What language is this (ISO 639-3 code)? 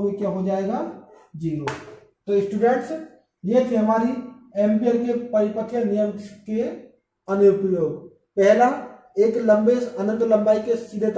hin